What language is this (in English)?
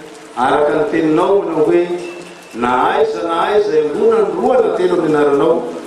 Malagasy